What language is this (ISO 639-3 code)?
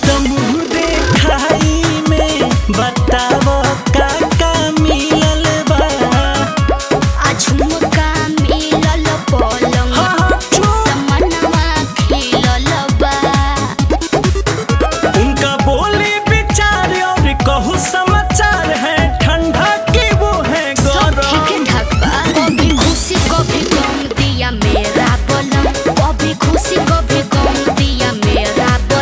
bho